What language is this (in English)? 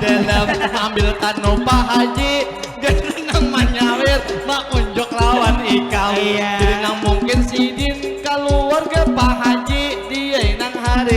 Banjar